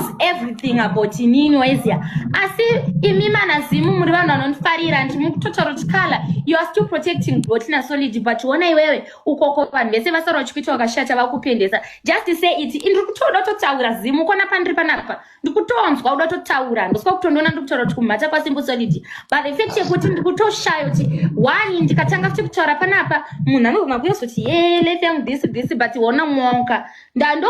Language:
Shona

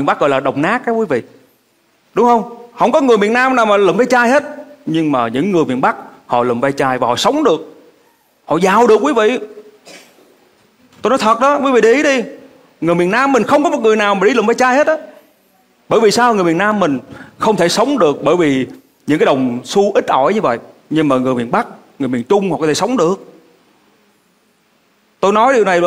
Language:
Vietnamese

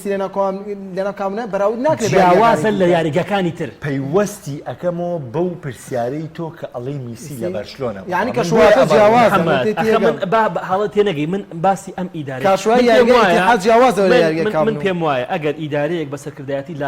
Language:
Central Kurdish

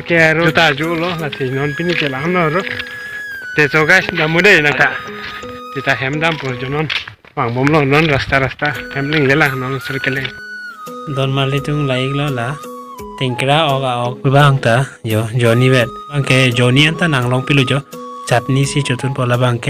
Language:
Karbi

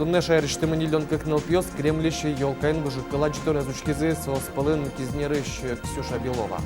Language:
Udmurt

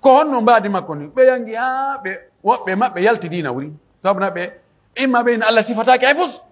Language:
Pular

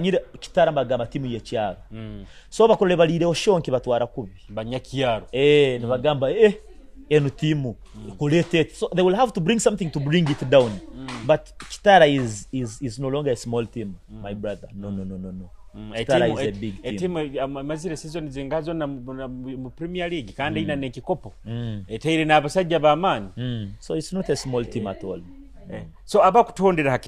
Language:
Nyoro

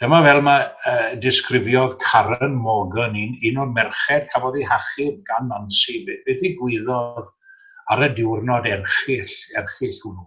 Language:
Welsh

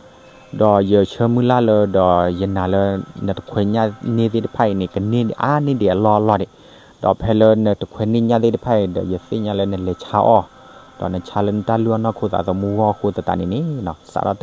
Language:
S'gaw Karen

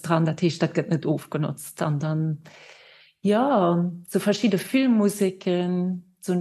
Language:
Luxembourgish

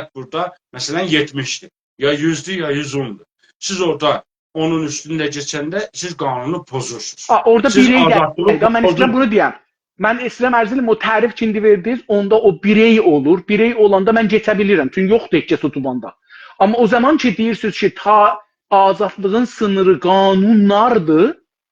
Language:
South Azerbaijani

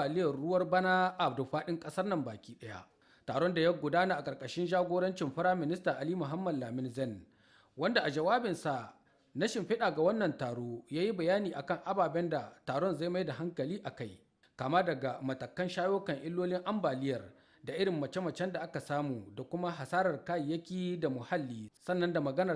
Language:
Hausa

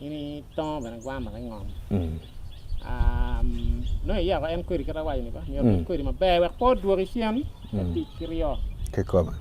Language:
Acoli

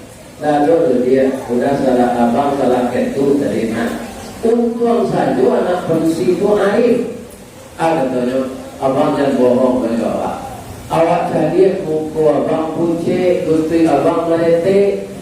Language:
Minangkabau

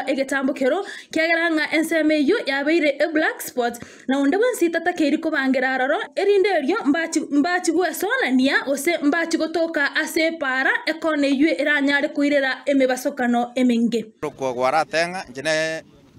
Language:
Gusii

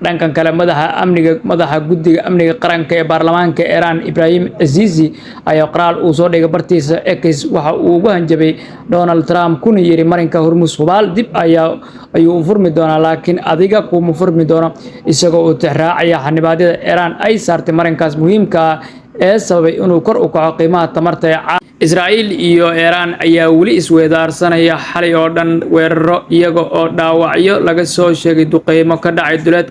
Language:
Somali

